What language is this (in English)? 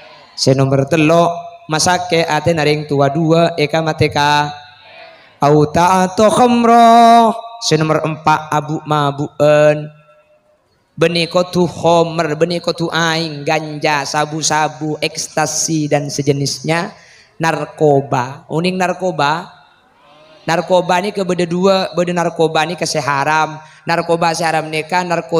Madurese